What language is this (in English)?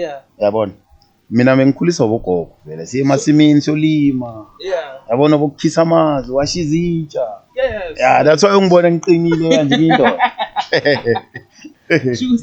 Zulu